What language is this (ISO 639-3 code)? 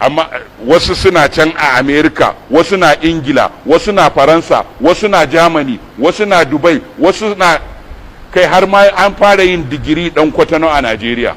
hau